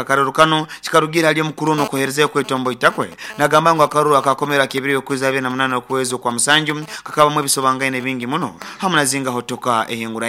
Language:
Nyoro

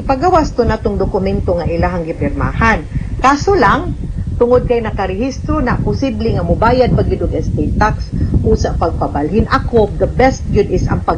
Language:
Cebuano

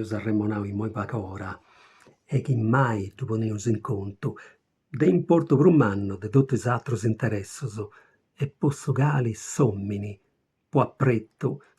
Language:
Sardinian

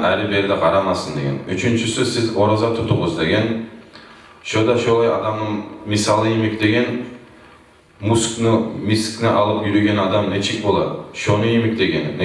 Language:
Kumyk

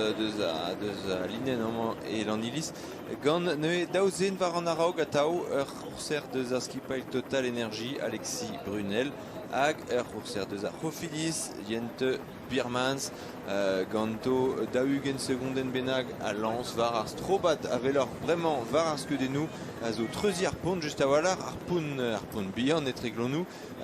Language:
Breton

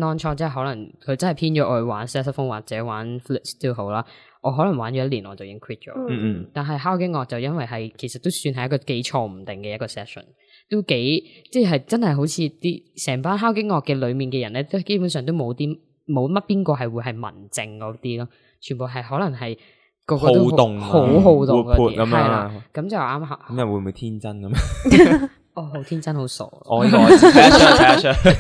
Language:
Cantonese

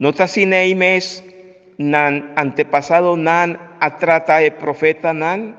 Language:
Papiamento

